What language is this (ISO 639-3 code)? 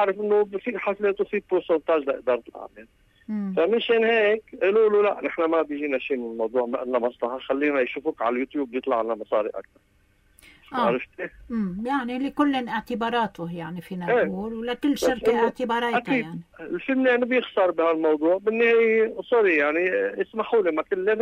apc